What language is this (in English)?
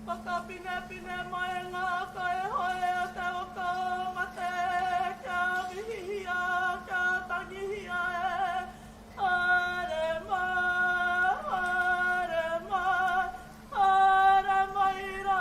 Māori